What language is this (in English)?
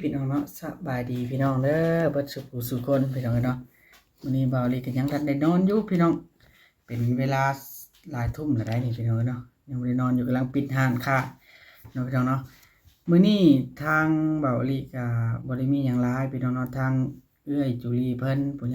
Northeastern Thai